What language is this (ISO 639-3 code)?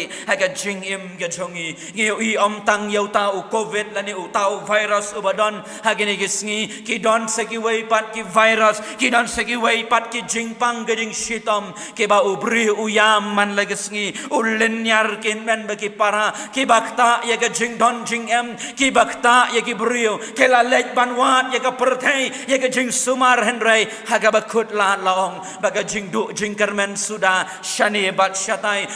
kha